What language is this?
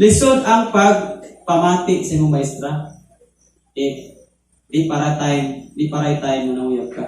Cebuano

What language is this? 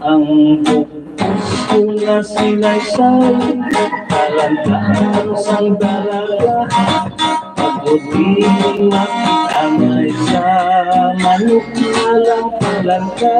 Hiligaynon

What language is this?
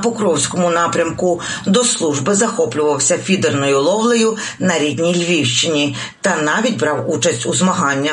Ukrainian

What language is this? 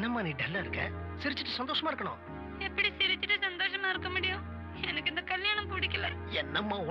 Tamil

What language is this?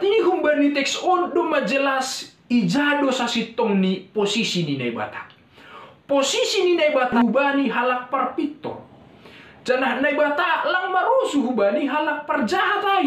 Batak Simalungun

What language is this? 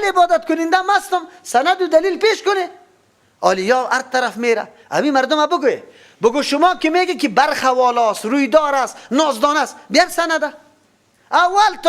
Persian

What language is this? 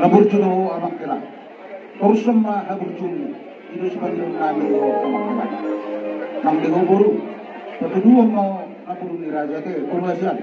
Batak Toba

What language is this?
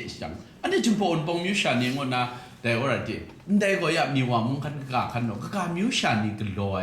Kachin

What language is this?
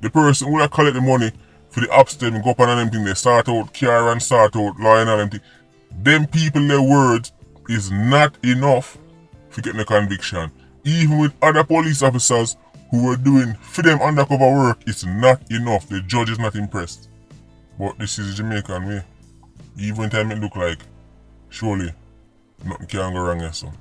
Jamaican Creole English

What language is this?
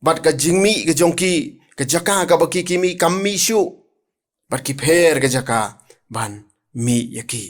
Khasi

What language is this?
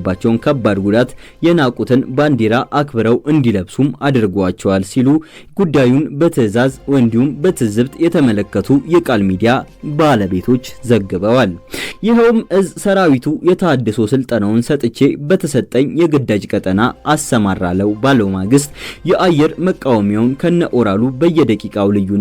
Amharic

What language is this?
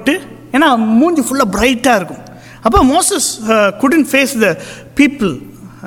Tamil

